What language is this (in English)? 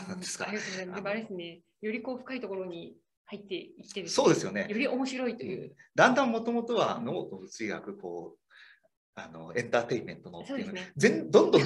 Japanese